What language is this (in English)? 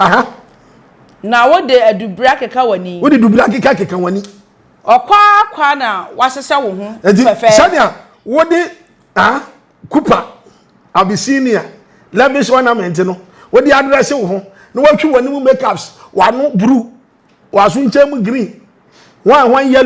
Akan